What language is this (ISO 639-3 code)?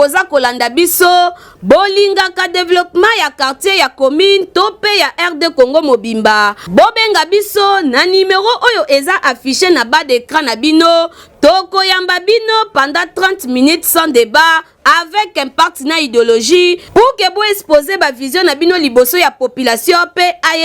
lin